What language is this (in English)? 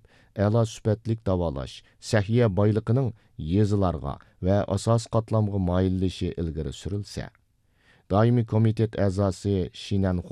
Uyghur